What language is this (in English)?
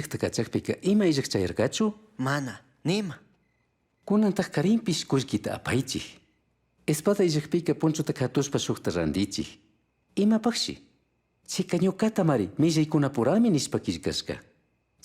Chimborazo Highland Quichua